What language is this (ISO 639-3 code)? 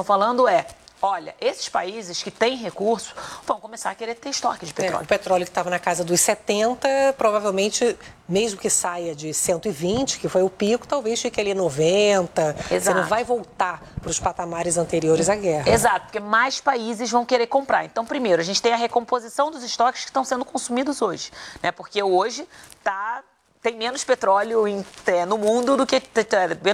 por